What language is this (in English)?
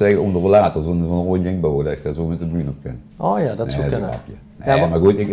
Limburgish